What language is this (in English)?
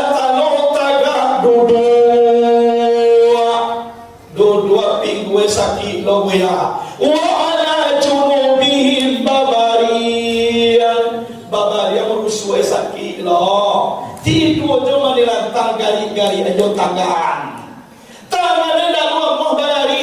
Minangkabau